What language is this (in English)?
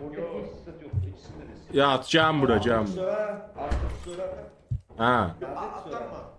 South Azerbaijani